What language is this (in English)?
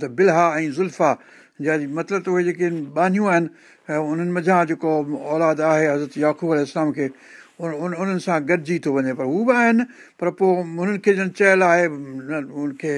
Sindhi